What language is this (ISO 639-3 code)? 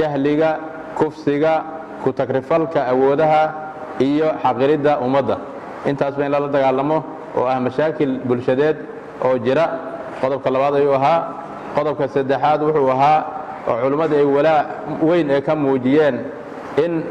som